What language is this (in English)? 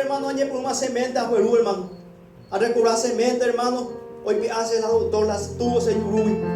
Guarani